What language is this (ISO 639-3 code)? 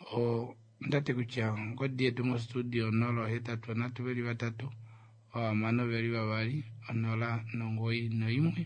kua